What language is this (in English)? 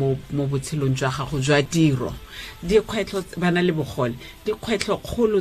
Tswana